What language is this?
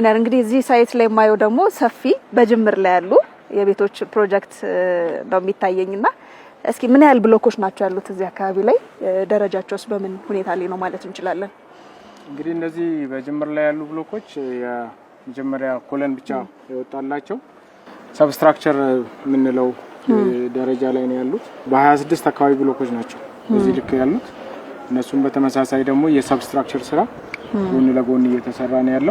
Amharic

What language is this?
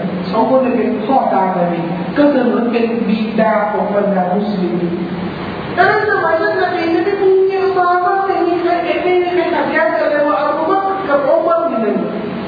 Thai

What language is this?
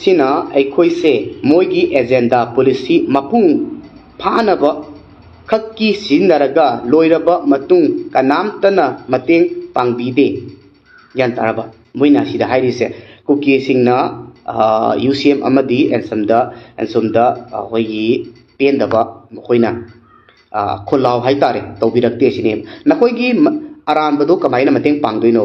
Manipuri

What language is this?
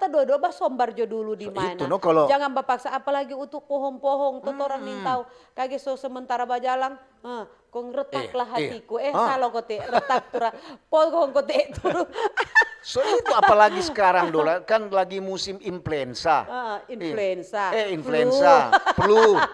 Manado Malay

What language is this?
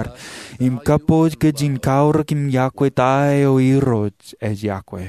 Marshallese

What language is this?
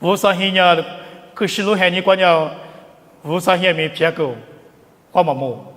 Lisu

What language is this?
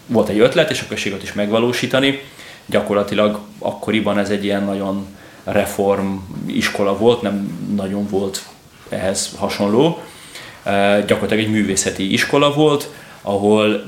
Hungarian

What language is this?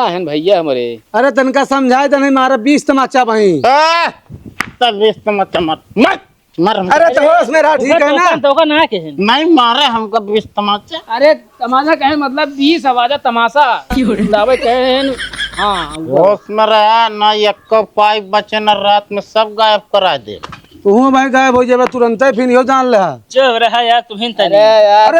Awadhi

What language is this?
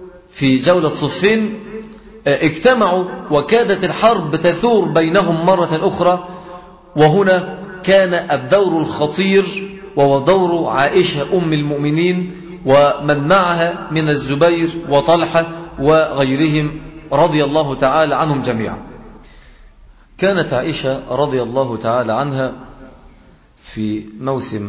Arabic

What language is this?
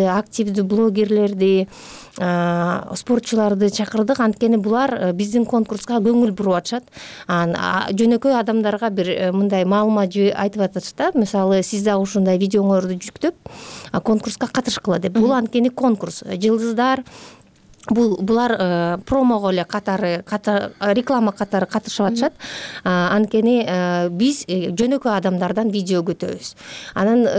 Kyrgyz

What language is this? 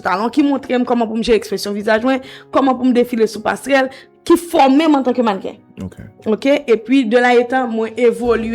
Haitian Creole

